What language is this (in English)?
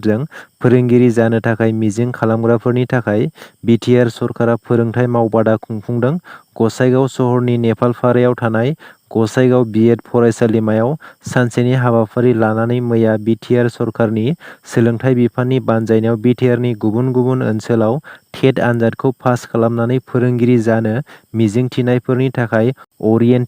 Bodo